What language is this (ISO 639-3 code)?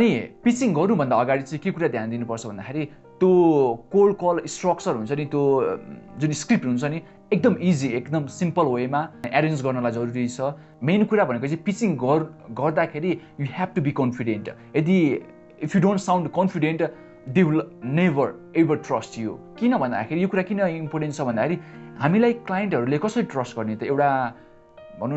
nep